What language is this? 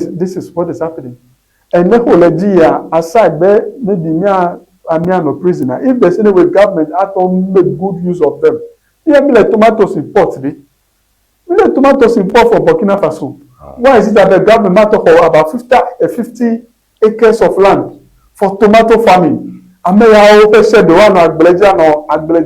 Ewe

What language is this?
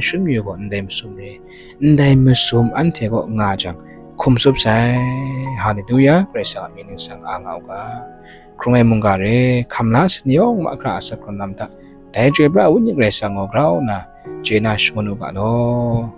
Kachin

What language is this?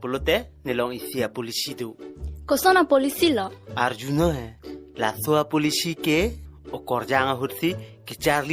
Karbi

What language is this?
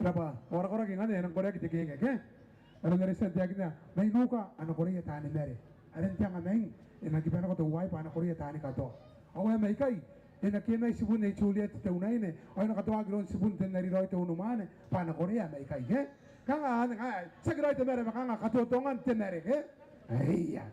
Gilbertese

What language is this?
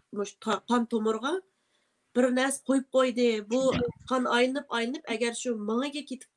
Uyghur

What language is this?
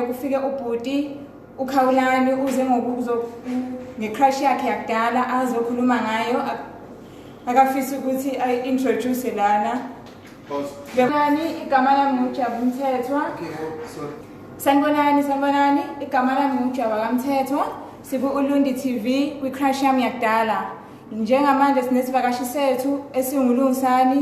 Zulu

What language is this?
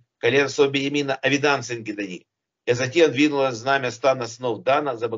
Russian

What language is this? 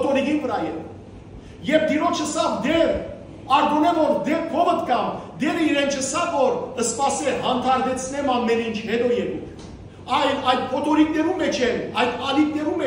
Western Armenian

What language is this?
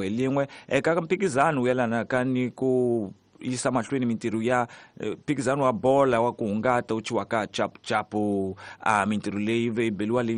Tsonga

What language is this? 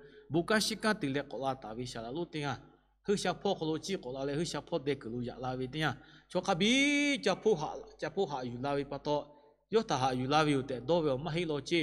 Lahu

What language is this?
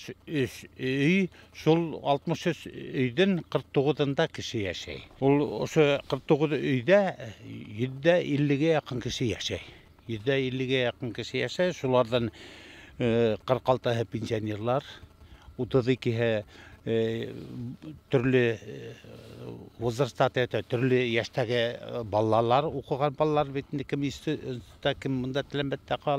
Bashkir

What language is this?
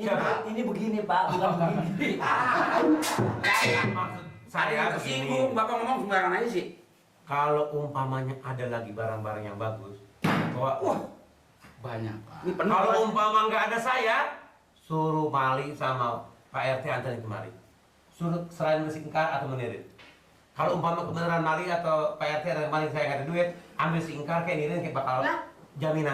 Betawi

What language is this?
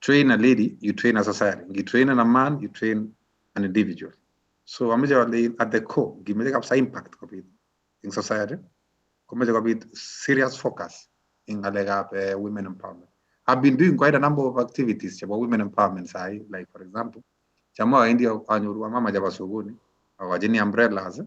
Kalenjin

